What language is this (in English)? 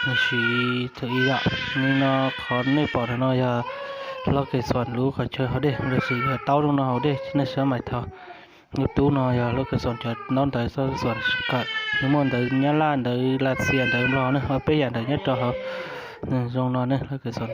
Hmong